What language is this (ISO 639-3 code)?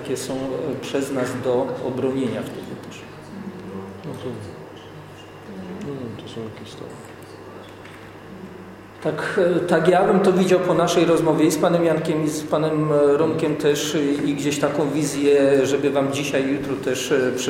pol